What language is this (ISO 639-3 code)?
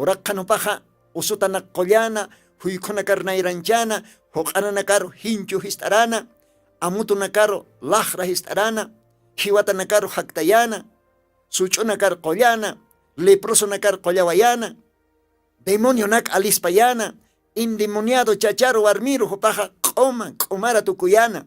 aym